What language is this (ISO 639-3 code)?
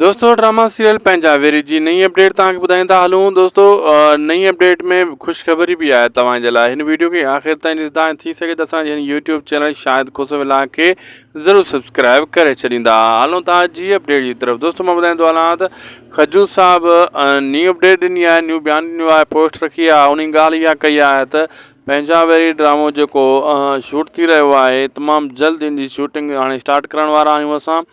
snd